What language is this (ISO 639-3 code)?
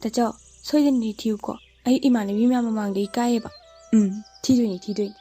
mni